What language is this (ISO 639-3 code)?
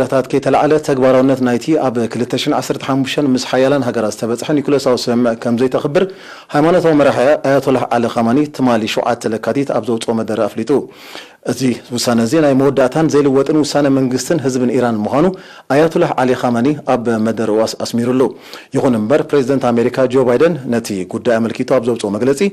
tir